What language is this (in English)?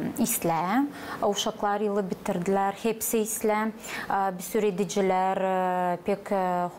Gagauz